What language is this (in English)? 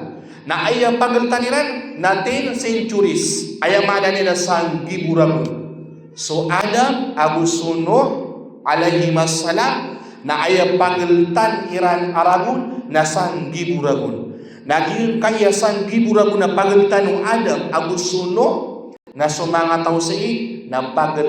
Maranao